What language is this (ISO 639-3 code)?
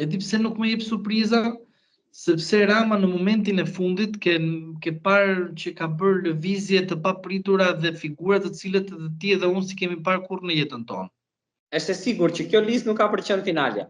sqi